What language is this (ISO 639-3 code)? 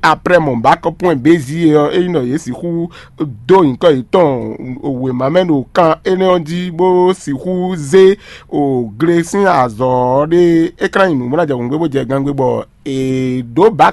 fon